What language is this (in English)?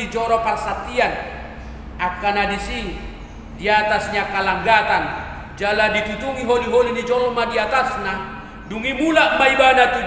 Batak Toba